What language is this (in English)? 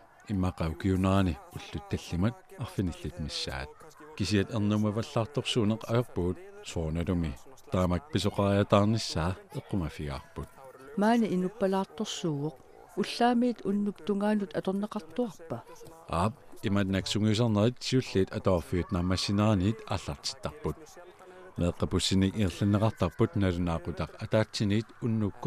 Kalaallisut